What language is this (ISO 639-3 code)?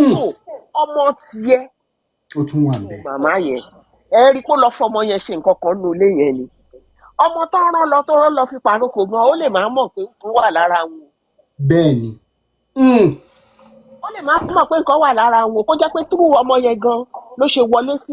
yor